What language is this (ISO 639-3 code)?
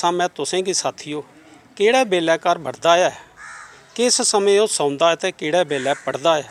doi